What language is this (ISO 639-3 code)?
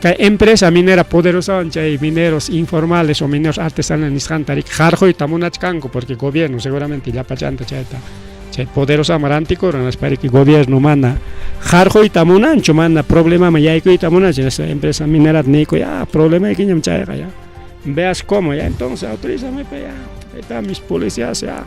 quy